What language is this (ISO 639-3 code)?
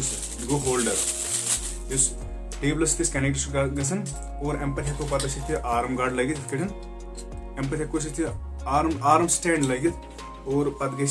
kas